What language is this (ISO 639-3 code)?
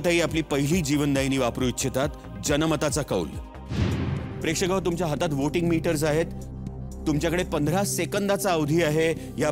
mar